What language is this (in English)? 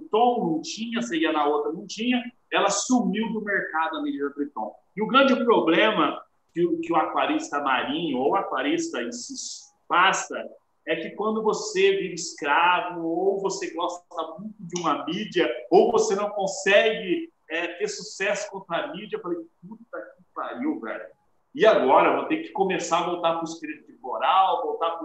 Portuguese